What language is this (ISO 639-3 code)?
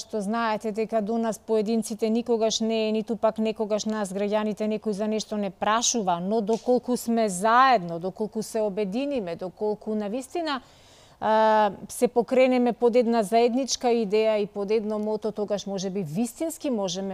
mkd